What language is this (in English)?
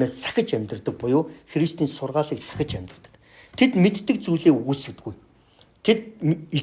Mongolian